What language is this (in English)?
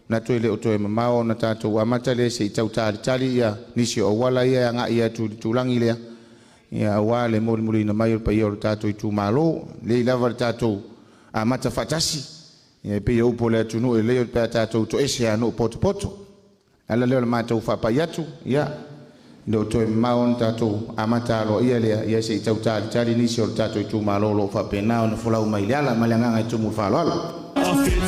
Samoan